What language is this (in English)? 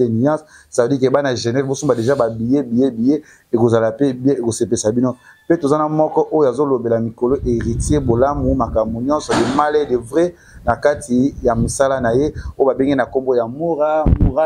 Lingala